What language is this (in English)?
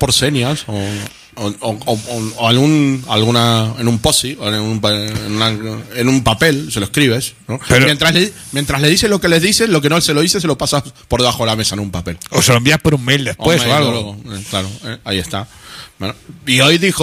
Spanish